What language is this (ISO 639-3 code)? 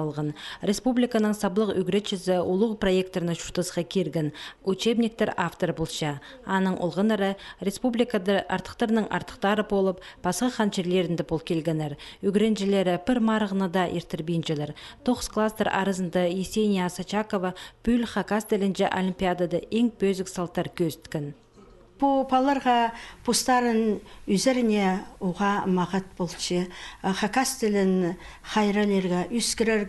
kjh